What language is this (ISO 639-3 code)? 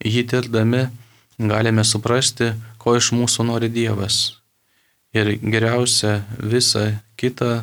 lit